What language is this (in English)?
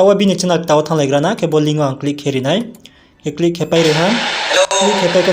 Riang (India)